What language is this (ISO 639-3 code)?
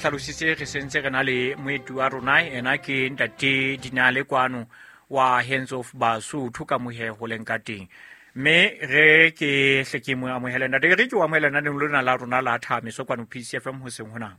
sot